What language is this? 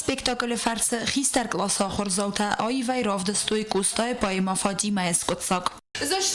Ossetic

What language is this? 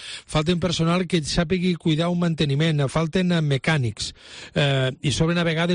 Catalan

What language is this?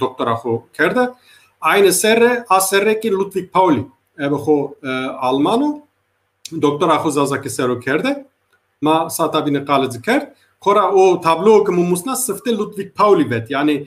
Zaza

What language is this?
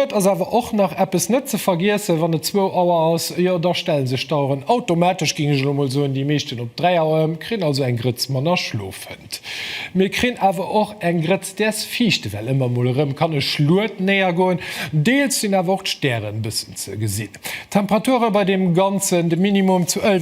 Luxembourgish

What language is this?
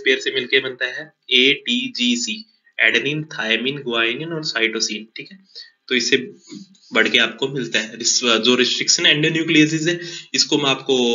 Hindi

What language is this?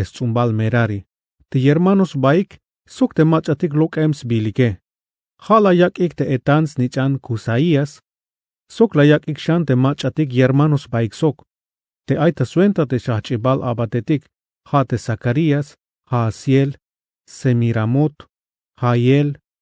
Tzeltal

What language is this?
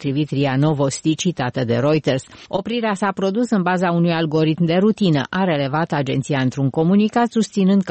Romanian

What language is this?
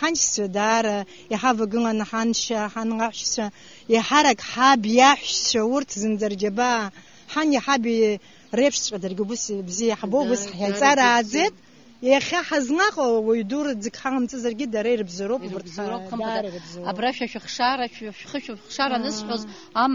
Abkhazian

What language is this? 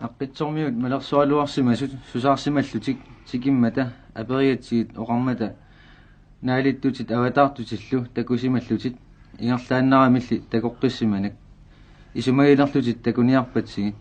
Kalaallisut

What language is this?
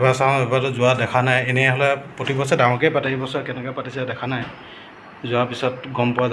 Assamese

